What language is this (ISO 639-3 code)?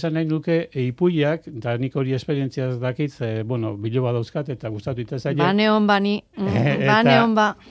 eus